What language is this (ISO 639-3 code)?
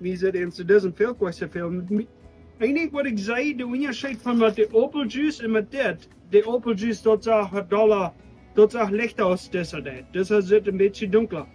pdt